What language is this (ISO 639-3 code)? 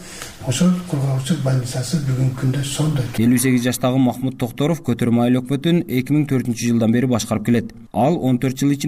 kir